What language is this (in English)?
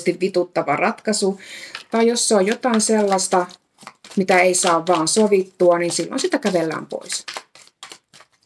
Finnish